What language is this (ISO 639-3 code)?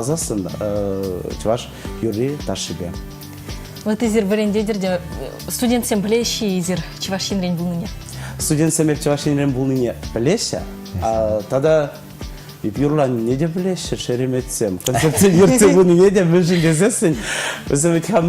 chv